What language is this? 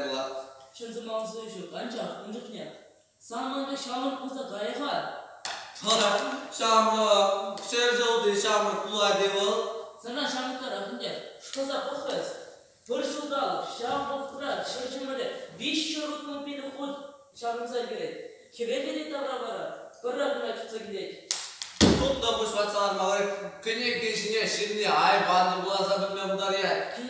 Chuvash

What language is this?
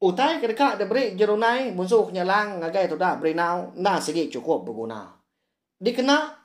Iban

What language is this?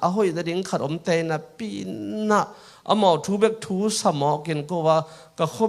Tedim Chin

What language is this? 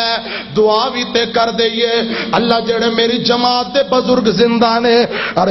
Western Panjabi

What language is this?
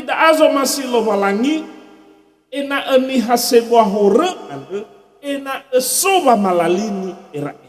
Nias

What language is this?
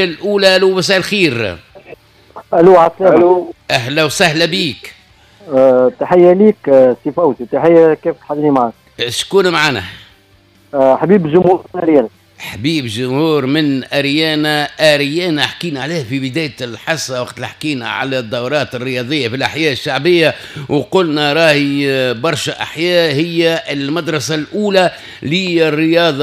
Tunisian Arabic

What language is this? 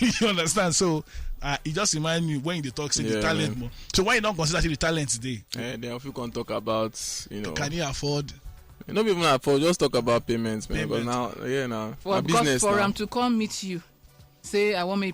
Nigerian Pidgin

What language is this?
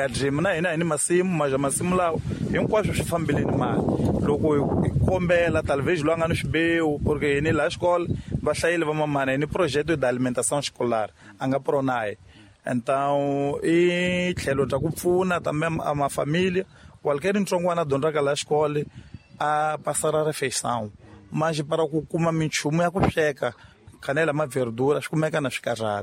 Tsonga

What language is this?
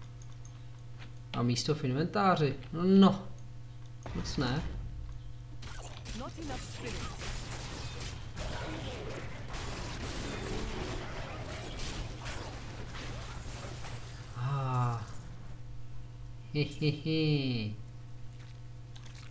Czech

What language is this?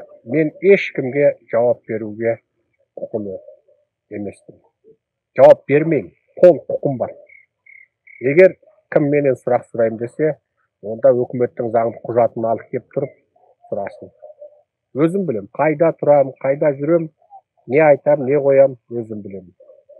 Kazakh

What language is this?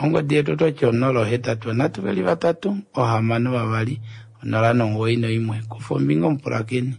Kuanyama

